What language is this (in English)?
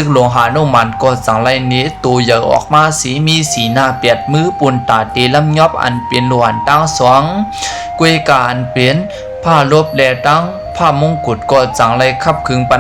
Shan